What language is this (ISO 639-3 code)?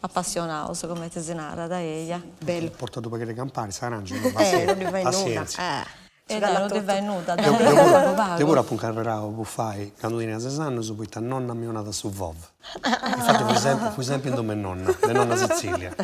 srd